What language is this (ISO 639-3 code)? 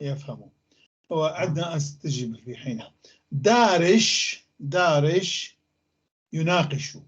apc